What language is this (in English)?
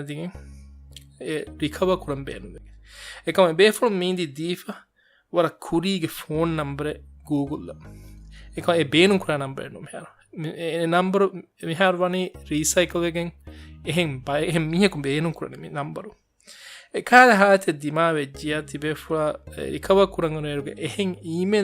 Divehi